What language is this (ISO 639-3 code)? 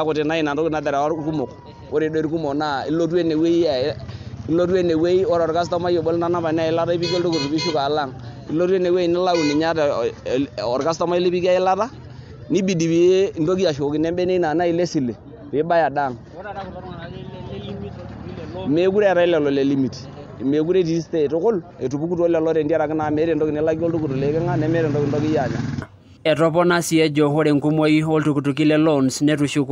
mas